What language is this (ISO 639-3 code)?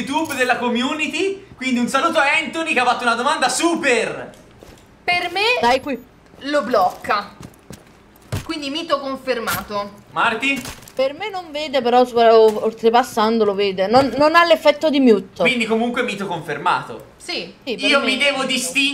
ita